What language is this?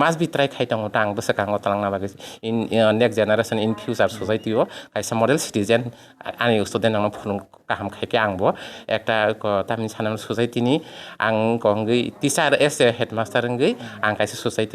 Kok Borok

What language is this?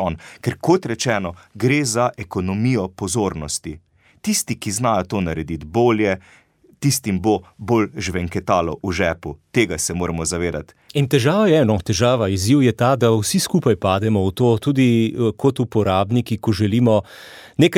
Slovenian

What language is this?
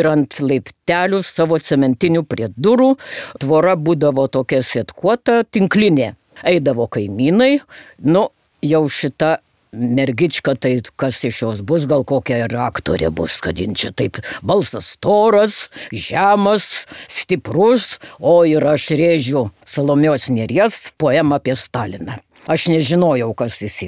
Lithuanian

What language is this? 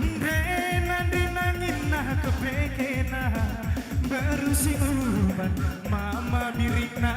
Batak Karo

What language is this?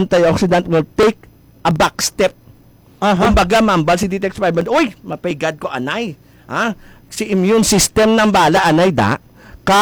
Hiligaynon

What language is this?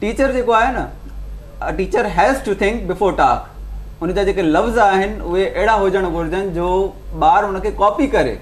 Sindhi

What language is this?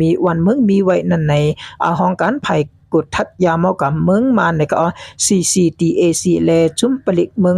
Shan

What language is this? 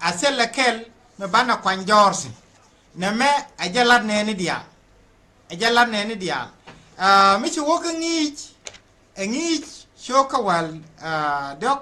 Nuer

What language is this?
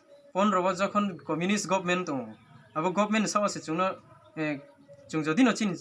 Riang (India)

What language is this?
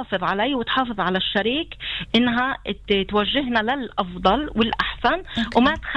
North Levantine Arabic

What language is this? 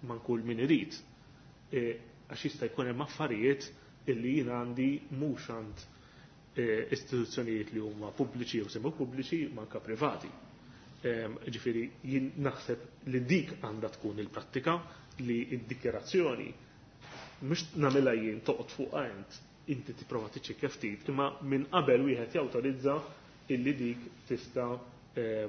Maltese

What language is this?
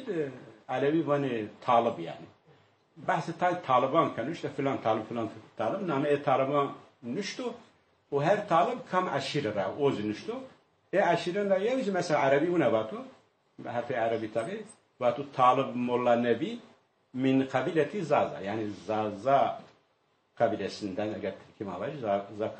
Zaza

